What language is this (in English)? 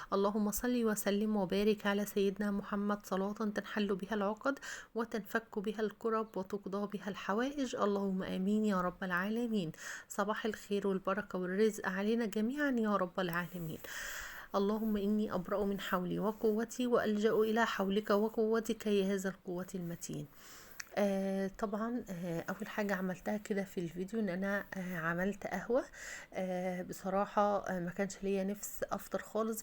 Egyptian Arabic